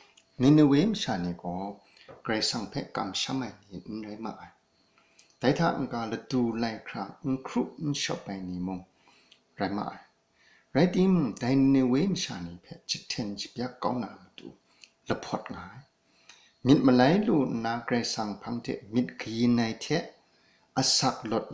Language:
Kachin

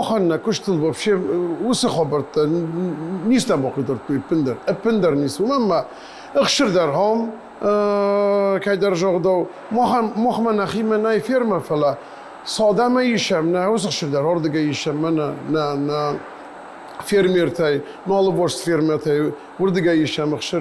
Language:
Ossetic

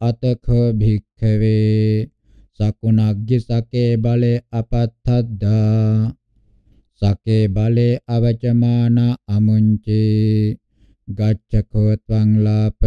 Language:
Pali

